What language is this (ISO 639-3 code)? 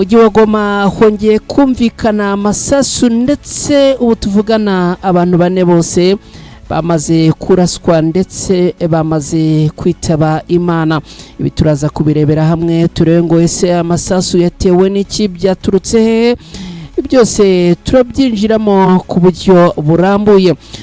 kin